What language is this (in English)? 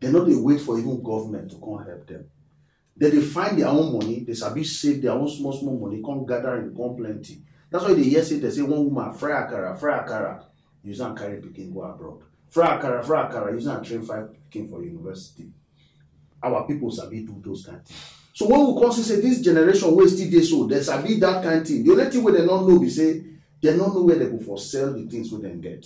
Nigerian Pidgin